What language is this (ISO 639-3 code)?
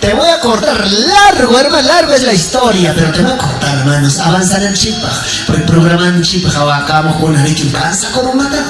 quy